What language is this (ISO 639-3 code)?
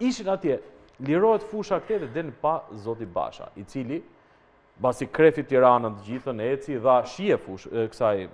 sqi